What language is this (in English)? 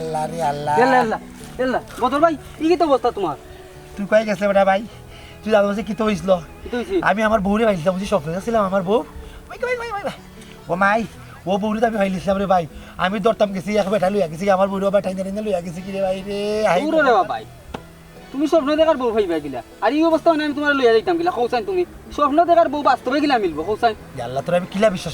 Sylheti